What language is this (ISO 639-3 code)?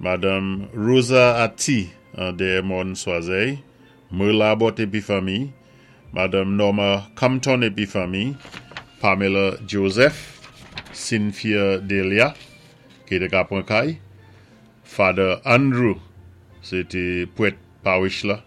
acf